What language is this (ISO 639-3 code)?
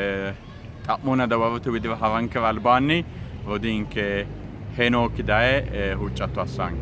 sid